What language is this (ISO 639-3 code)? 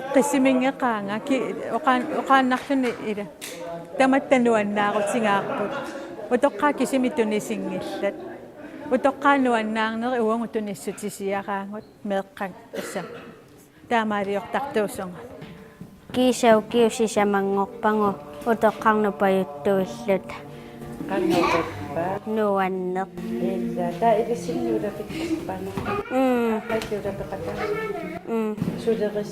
kal